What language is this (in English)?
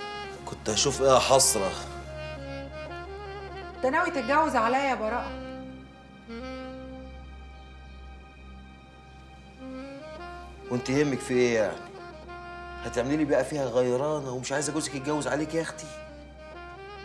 Egyptian Arabic